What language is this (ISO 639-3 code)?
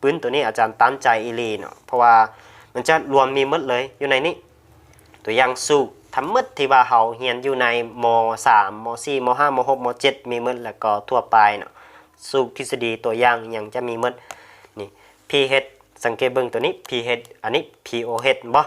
lao